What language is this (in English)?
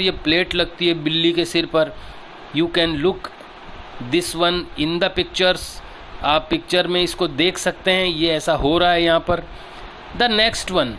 Hindi